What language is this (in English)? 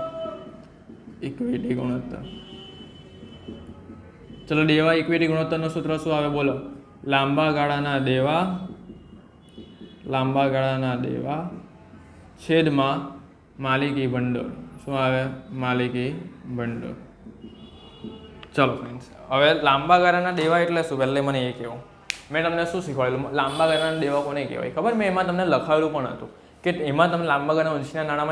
Gujarati